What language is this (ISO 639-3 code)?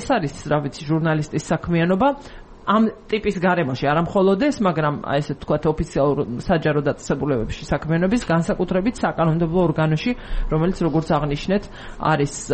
kat